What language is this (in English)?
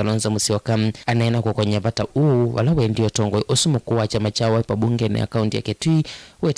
Kamba